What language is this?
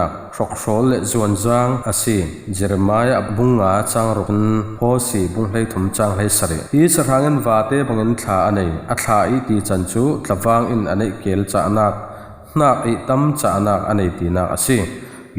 Falam Chin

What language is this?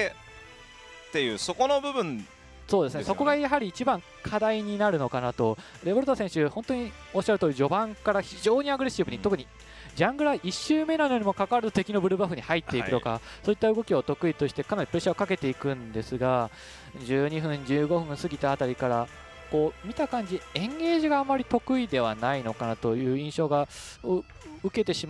Japanese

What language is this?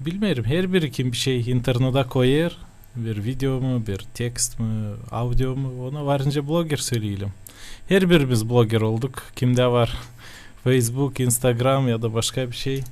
Gagauz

